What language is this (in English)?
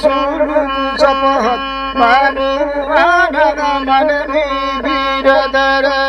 Santali